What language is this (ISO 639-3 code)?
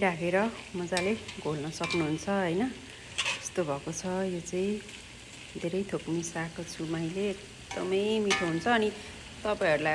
nep